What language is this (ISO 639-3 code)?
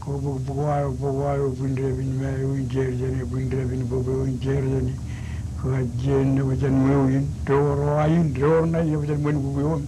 mah